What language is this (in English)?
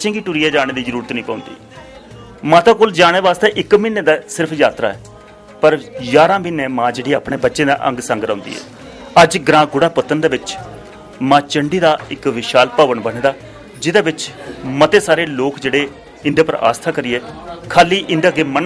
Dogri